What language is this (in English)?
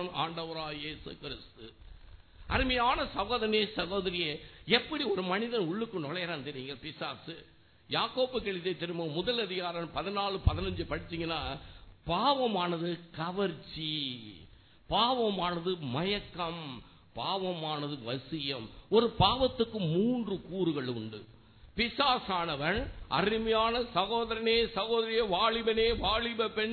Tamil